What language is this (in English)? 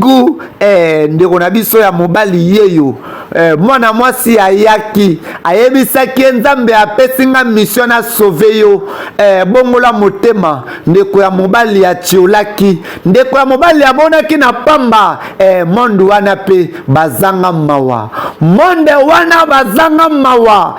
Lingala